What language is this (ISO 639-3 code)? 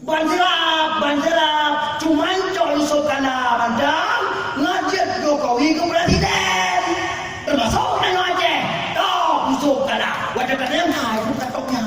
ace